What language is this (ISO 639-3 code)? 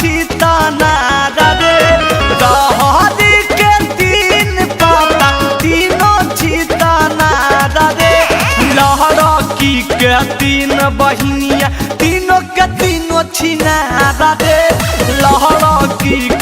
mag